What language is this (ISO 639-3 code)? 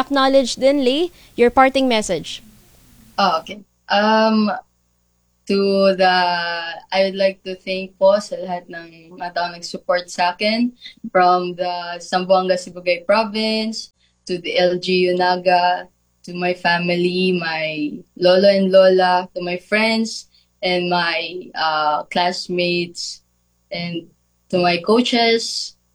fil